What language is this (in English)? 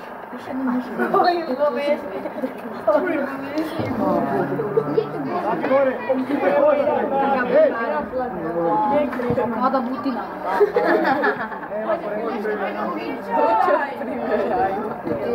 Croatian